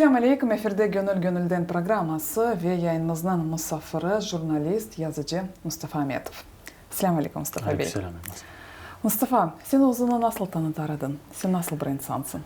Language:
Crimean Tatar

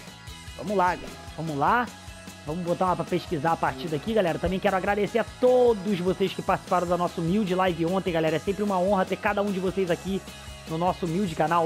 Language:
Portuguese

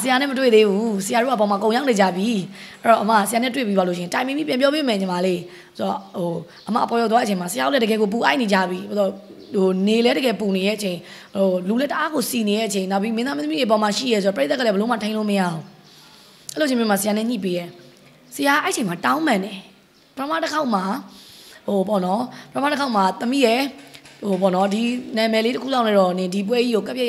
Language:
Burmese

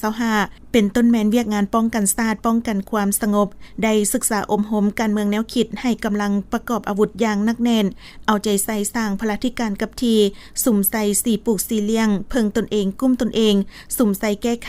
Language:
Lao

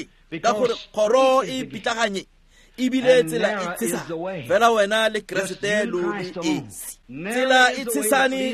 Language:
Tswana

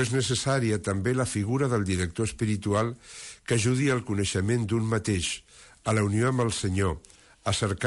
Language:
Catalan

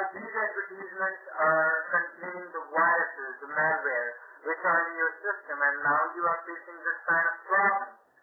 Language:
English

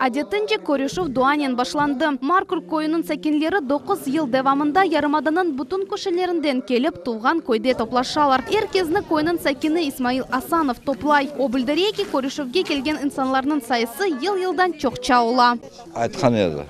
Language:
Crimean Tatar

